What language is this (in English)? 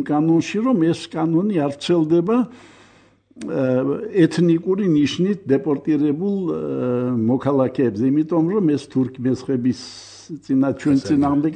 Georgian